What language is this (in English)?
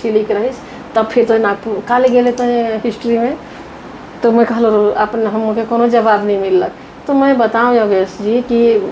Sadri